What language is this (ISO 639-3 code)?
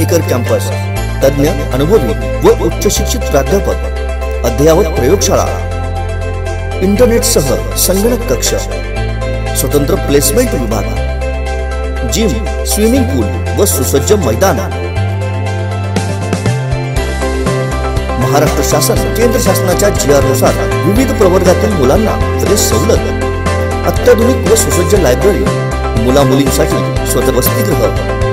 mar